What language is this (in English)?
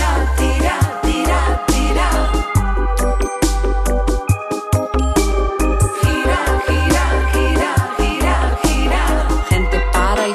Spanish